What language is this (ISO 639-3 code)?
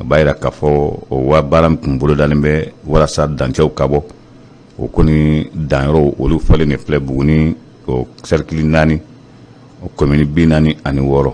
bam